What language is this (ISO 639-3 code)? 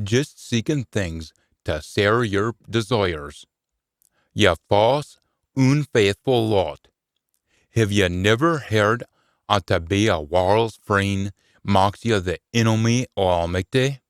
sco